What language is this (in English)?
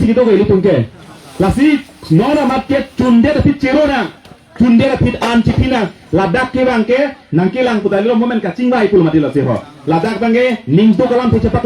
Karbi